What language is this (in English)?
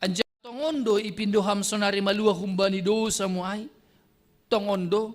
Batak Simalungun